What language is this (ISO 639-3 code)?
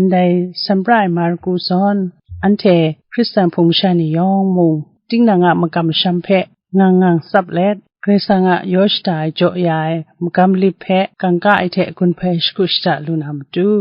kac